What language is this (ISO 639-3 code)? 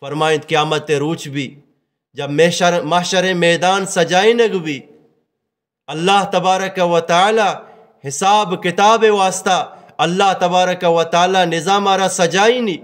bgp